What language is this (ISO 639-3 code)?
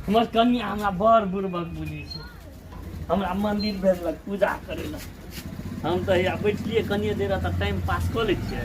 mai